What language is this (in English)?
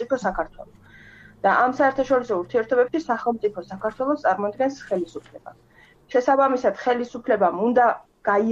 Georgian